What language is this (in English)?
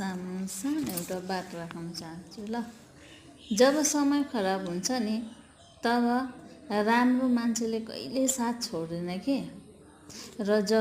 Nepali